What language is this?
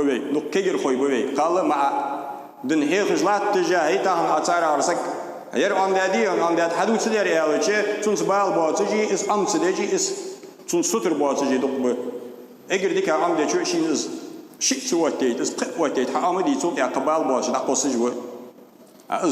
Ingush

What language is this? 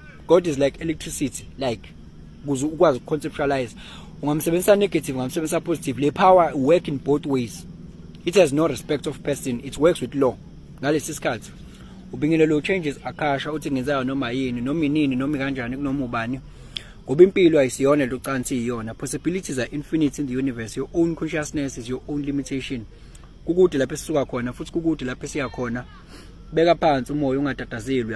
Zulu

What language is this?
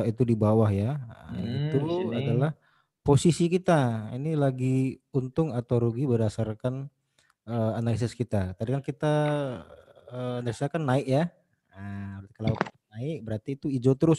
Indonesian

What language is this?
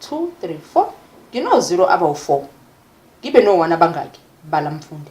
Zulu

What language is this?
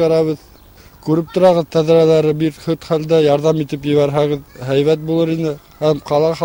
Bashkir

